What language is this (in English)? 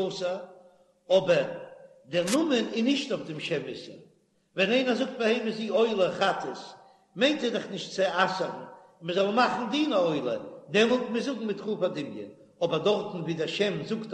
Yiddish